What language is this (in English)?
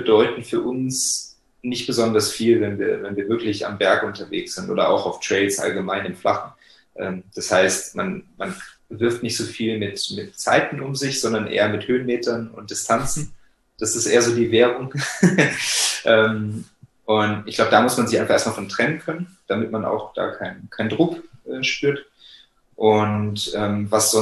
German